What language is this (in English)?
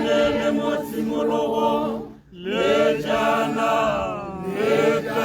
Tswana